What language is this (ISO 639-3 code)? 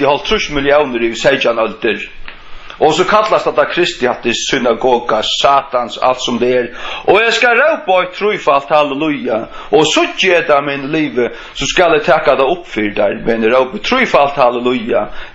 fao